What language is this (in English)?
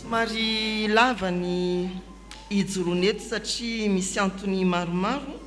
Malagasy